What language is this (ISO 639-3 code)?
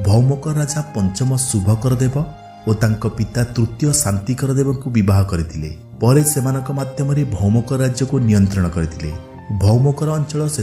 ori